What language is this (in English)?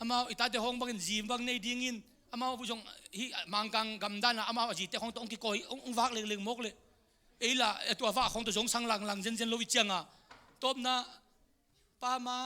Tedim Chin